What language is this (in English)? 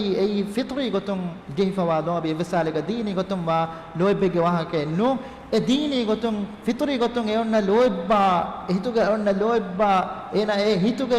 Divehi